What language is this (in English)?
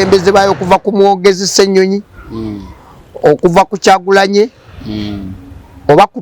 Ganda